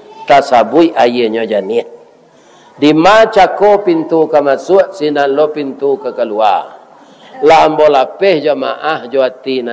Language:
Minangkabau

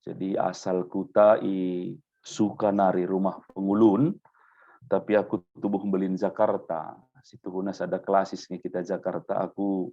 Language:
Batak Karo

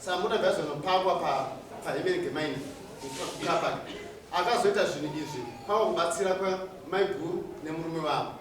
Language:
Shona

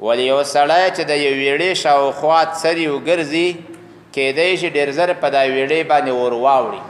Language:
Pashto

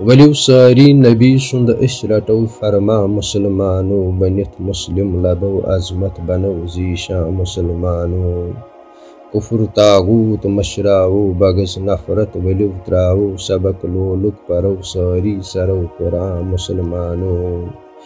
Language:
Kashmiri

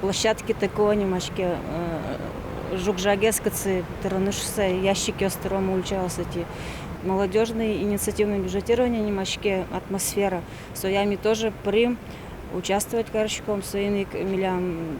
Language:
Udmurt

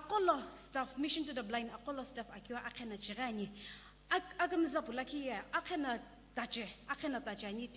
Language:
Sumi Naga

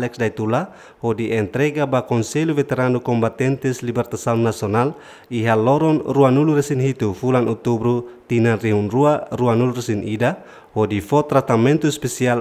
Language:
Tetum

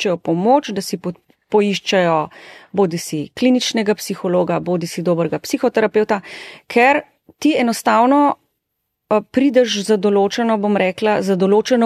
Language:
Slovenian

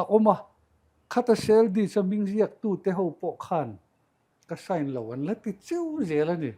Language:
Mizo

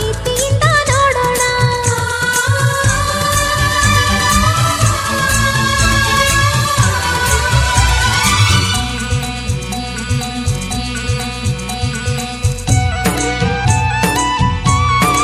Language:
Kannada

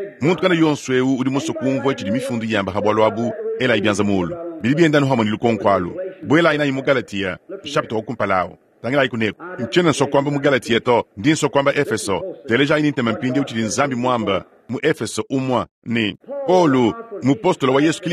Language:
Luba-Lulua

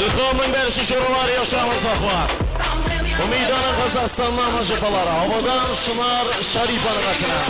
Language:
Kara-Kalpak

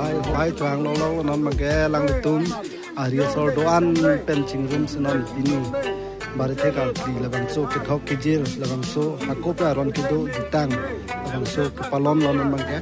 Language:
Karbi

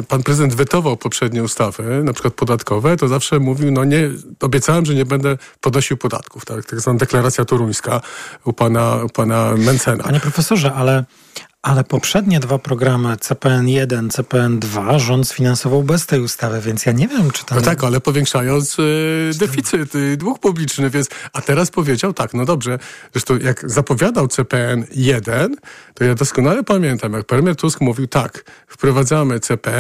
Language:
Polish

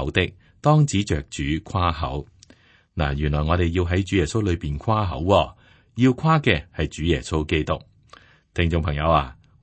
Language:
Cantonese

